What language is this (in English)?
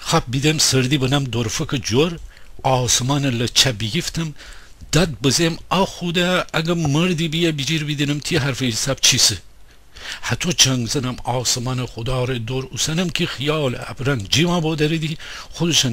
Gilaki